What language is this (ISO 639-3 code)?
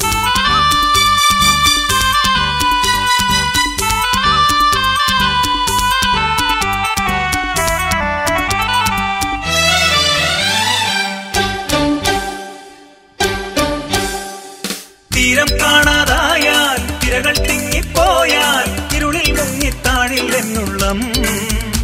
mal